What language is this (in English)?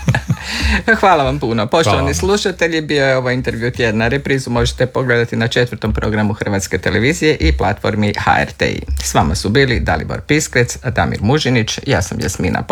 Croatian